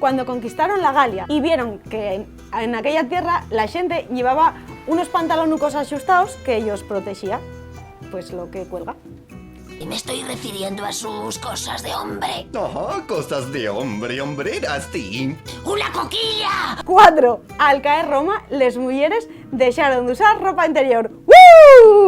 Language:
Asturian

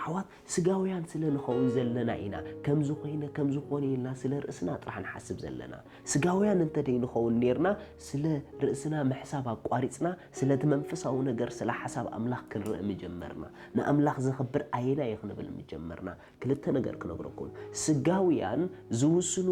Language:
Tigrinya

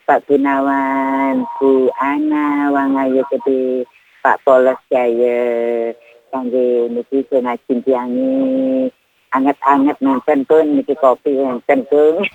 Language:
Balinese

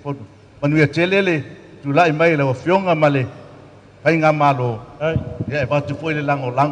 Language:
Samoan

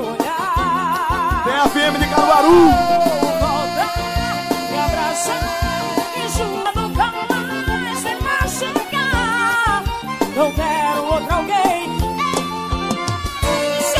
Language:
Portuguese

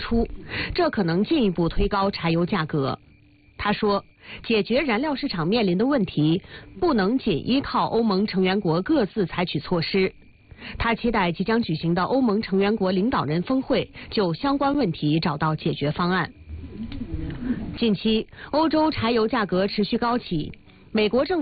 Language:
Chinese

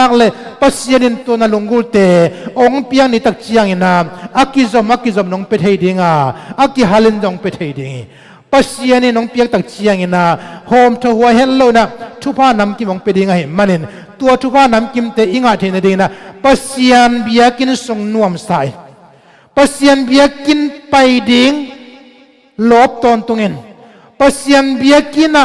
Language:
Tedim Chin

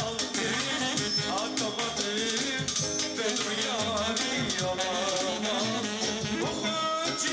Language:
Turkish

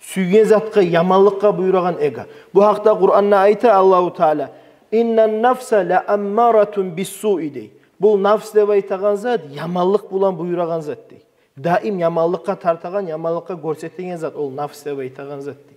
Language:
Kumyk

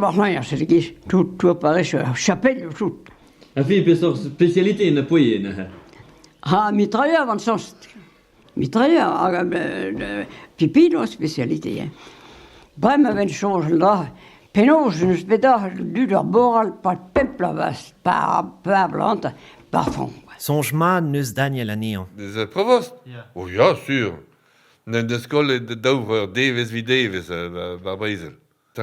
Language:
Breton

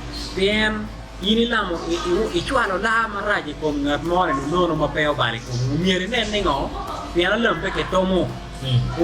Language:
Acoli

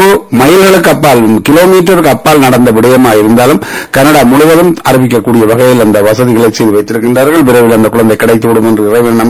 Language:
Tamil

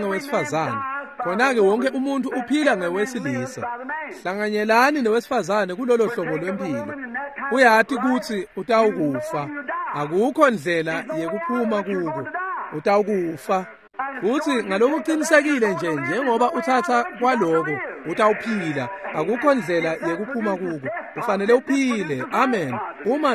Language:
Swati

